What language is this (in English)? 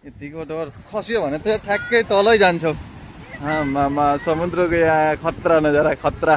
Nepali